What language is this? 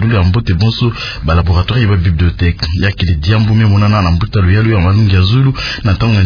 Kituba (Democratic Republic of Congo)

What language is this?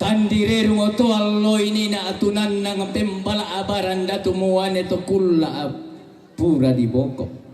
Toraja-Sa'dan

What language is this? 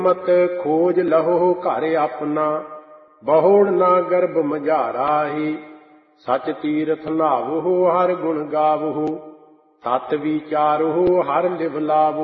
Punjabi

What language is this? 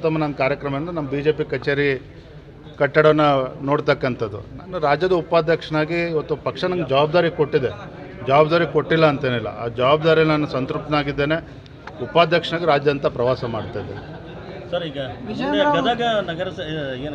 Kannada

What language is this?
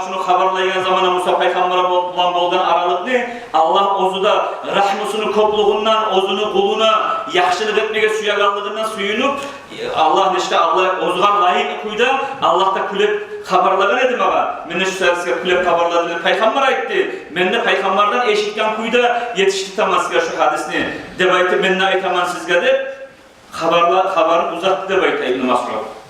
Kumyk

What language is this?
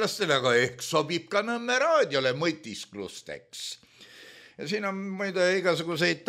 Estonian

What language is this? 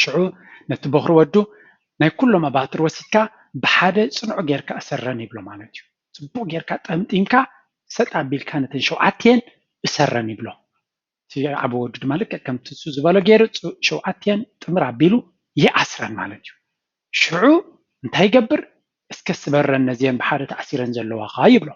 Tigrinya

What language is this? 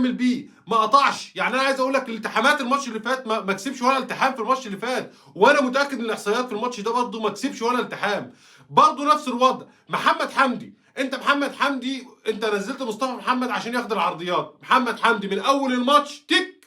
Egyptian Arabic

